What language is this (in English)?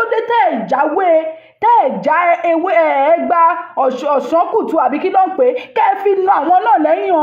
Yoruba